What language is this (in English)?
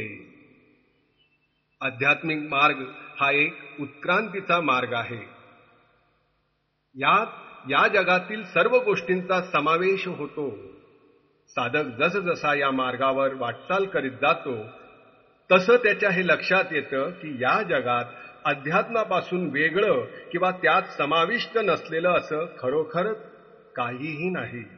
Marathi